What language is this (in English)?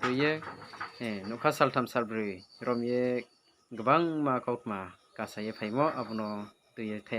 Riang (India)